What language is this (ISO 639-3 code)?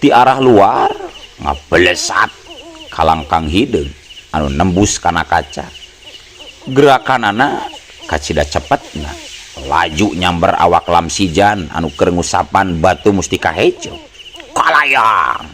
sun